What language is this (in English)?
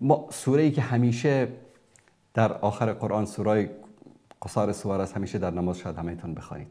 Persian